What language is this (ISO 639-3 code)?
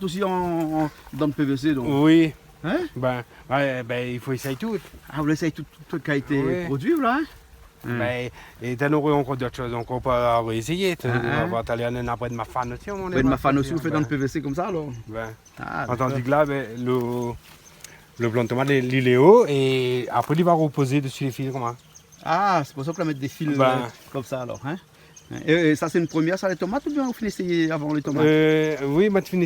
rcf